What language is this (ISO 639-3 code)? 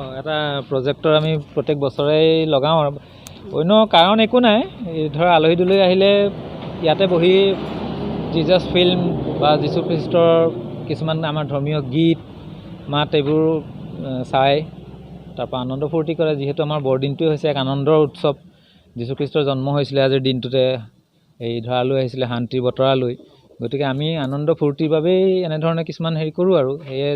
asm